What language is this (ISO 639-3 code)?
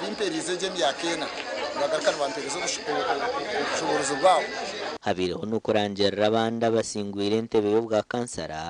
nyn